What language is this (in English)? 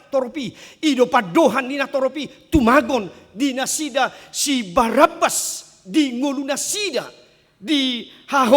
Batak Toba